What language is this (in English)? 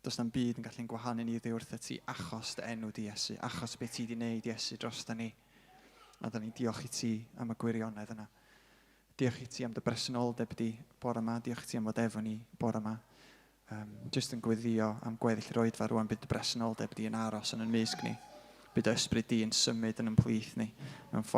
Welsh